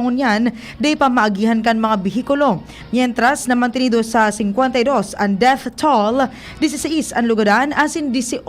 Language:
Bikol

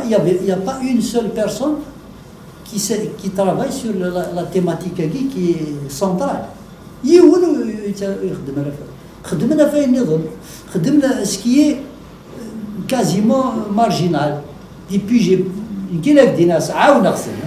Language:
Kabyle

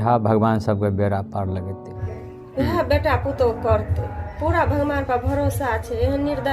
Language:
Maithili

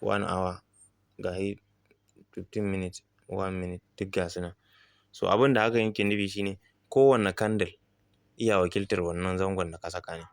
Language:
Hausa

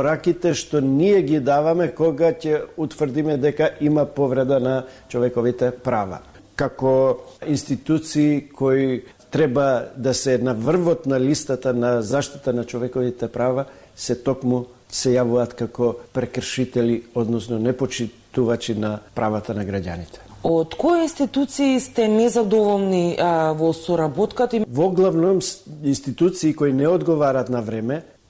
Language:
Macedonian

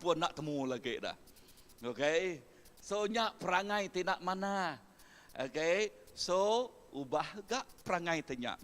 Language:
Iban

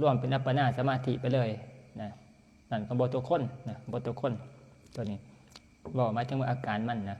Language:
Northeastern Thai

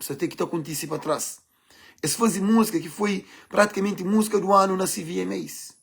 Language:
Kabuverdianu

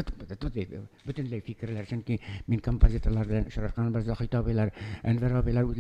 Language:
Tatar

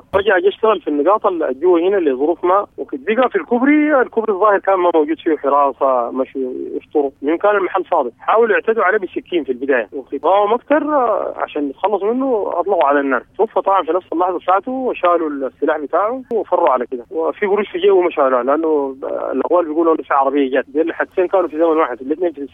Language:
Sudanese Arabic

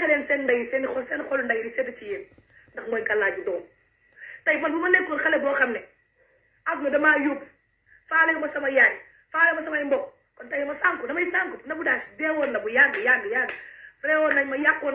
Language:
Wolof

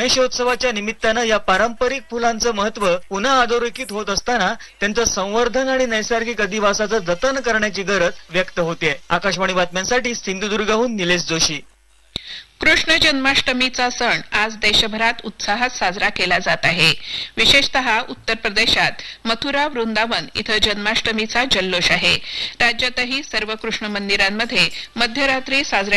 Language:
Marathi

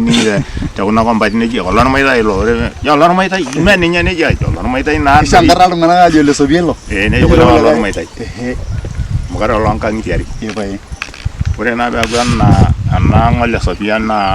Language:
Masai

